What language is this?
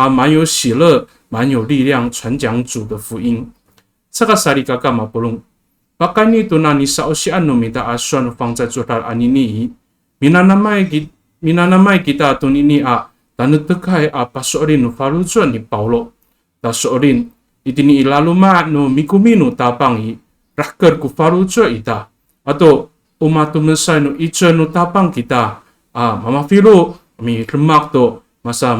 Amis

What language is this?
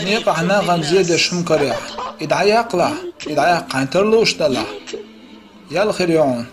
Chechen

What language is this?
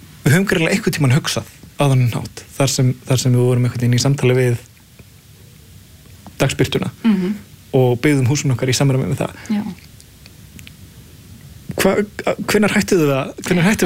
Icelandic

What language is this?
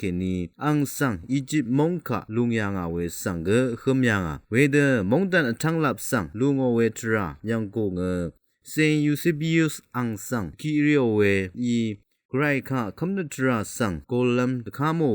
Rawang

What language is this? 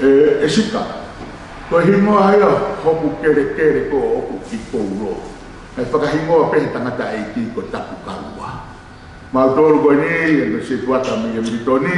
Tongan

